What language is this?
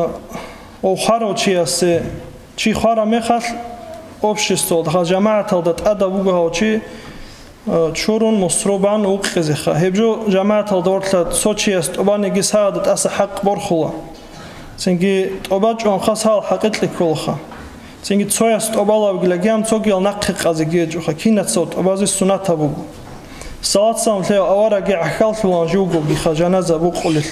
Avaric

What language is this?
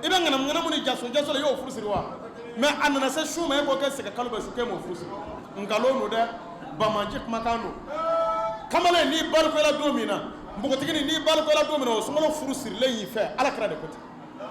Bambara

